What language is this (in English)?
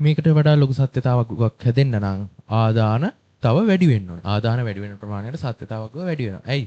Sinhala